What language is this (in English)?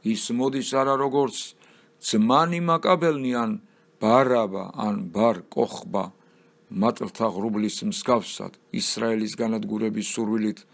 Georgian